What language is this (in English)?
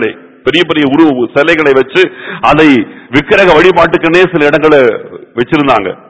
Tamil